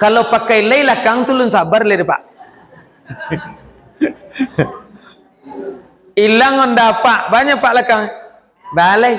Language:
Minangkabau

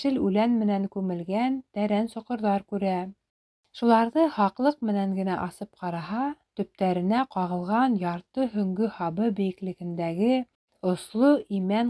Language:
Bashkir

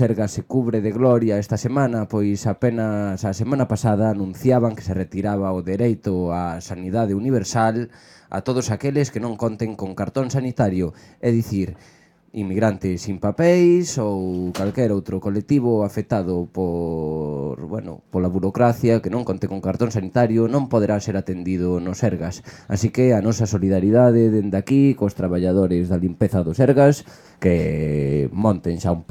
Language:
Galician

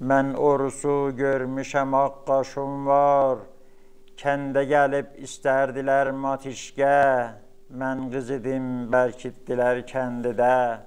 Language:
South Azerbaijani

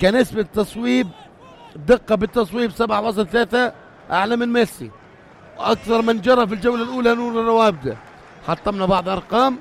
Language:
North Levantine Arabic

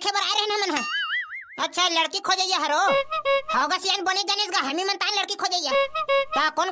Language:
Chhattisgarhi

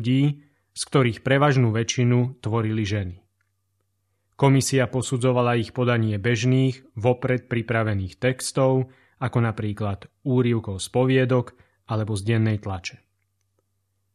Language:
Slovak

